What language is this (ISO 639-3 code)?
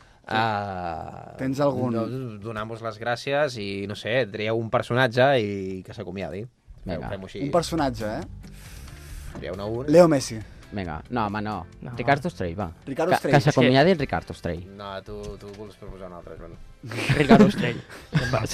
cat